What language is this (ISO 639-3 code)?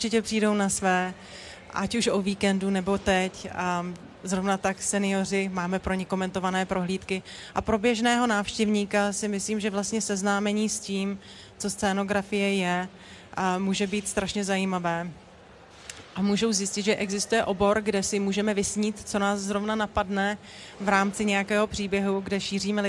ces